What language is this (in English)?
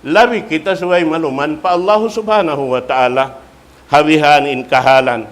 Tausug